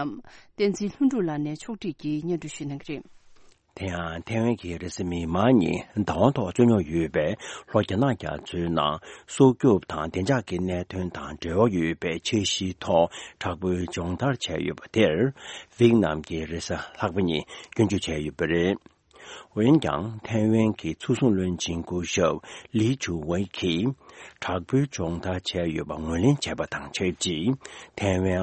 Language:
Tibetan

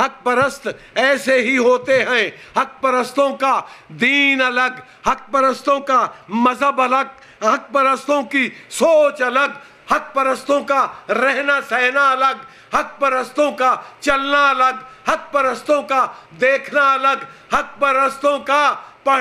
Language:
Urdu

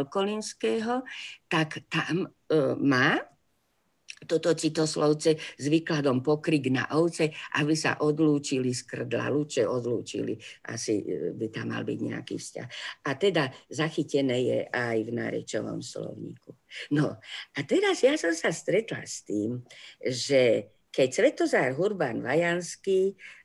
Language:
Slovak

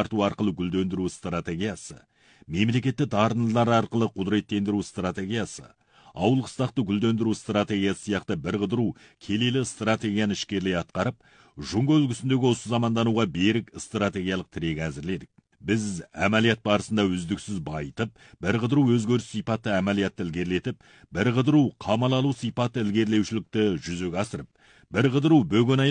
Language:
Kazakh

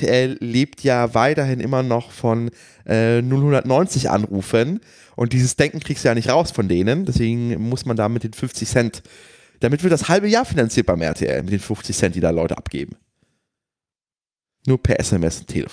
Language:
German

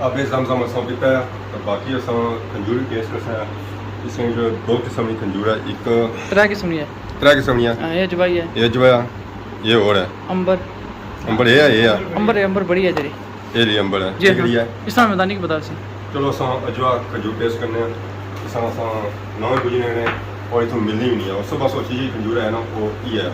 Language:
Pahari-Potwari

